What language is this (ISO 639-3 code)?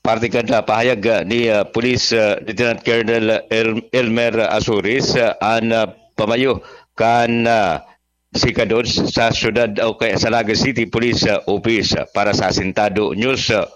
bik